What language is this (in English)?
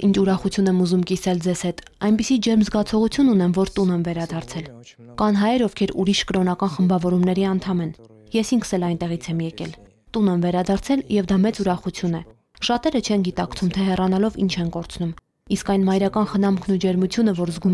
Armenian